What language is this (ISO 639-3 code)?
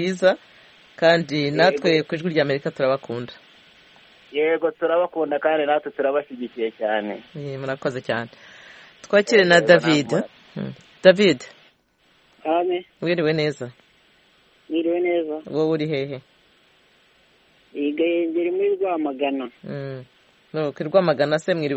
kin